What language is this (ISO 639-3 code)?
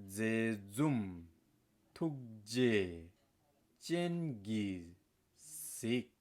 bod